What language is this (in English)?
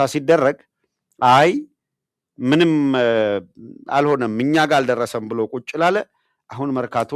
Amharic